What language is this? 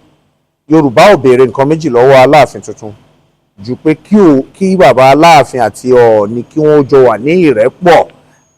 Yoruba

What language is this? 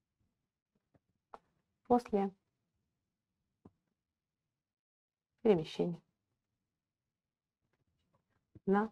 Russian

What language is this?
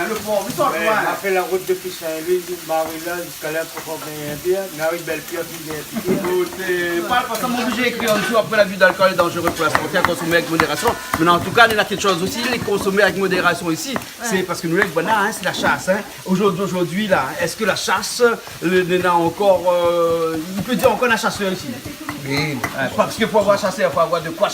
Réunion Creole French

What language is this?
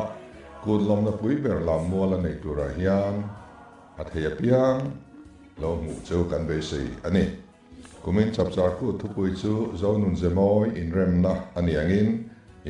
Mizo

